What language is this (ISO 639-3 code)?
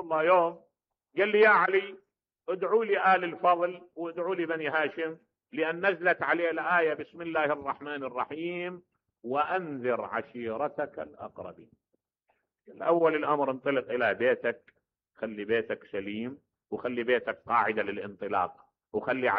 acm